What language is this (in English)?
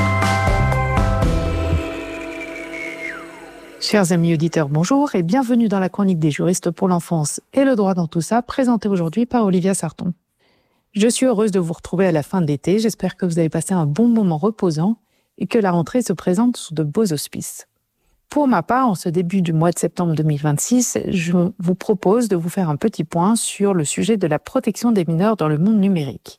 French